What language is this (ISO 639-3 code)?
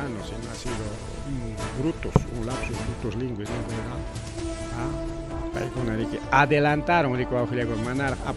quy